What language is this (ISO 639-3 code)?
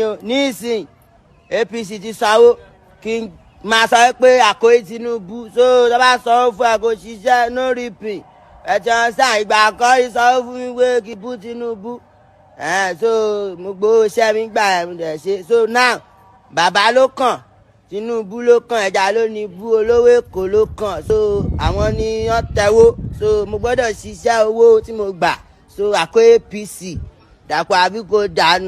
yor